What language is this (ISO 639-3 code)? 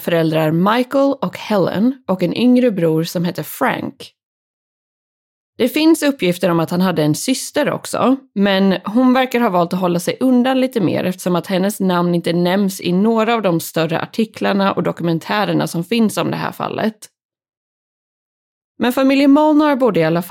swe